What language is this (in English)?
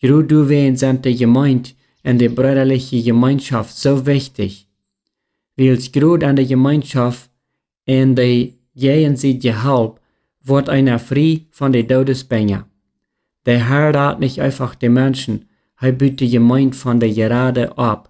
Plautdietsch